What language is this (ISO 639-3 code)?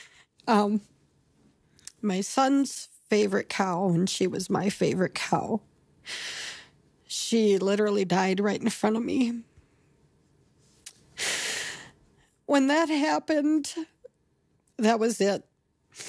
eng